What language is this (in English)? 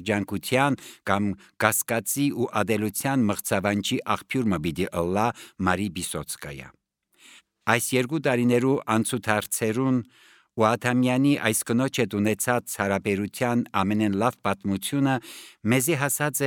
Armenian